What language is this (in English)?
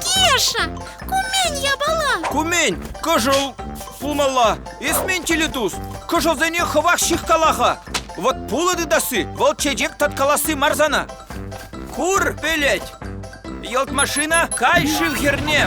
Chuvash